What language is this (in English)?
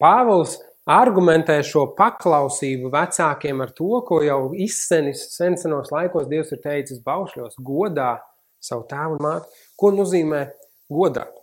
Latvian